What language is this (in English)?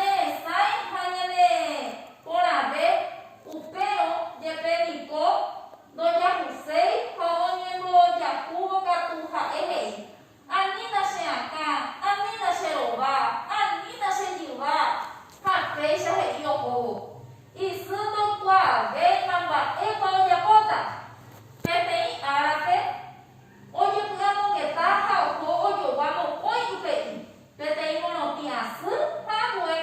Guarani